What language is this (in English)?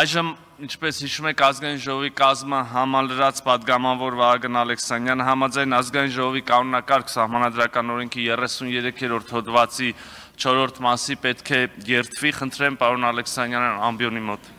Armenian